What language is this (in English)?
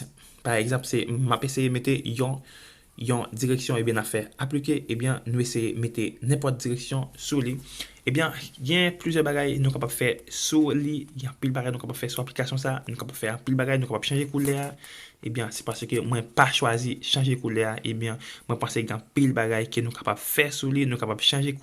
Haitian Creole